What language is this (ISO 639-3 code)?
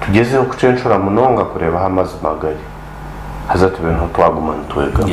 nyn